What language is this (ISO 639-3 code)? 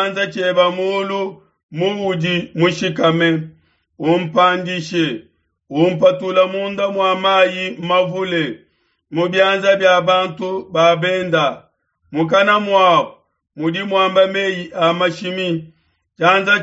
lua